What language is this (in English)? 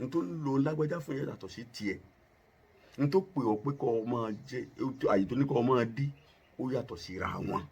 Yoruba